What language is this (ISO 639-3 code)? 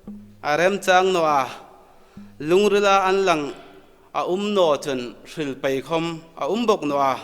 hmr